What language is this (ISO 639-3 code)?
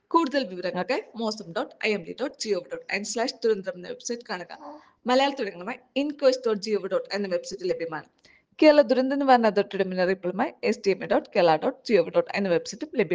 mal